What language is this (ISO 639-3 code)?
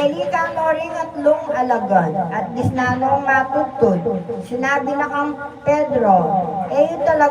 pam